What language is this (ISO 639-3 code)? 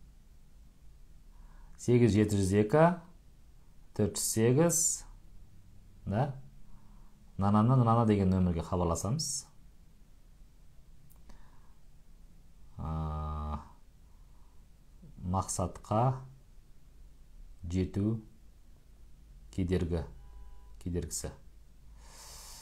kaz